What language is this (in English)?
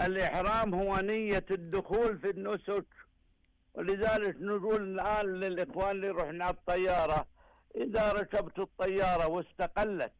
Najdi Arabic